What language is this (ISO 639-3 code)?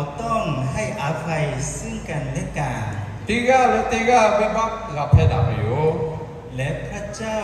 lhu